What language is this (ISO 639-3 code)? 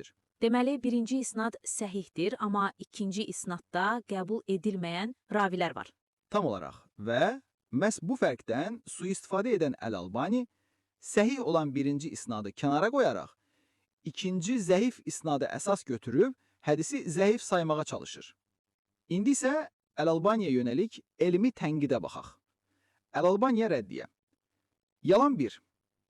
aze